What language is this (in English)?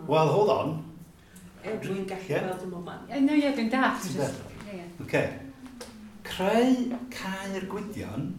Welsh